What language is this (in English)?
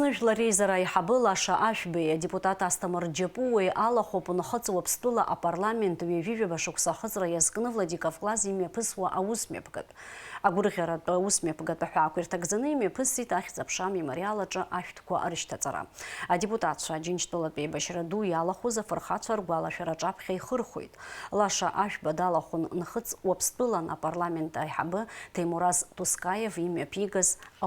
Abkhazian